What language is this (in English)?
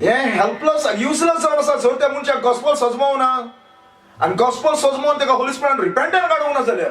Konkani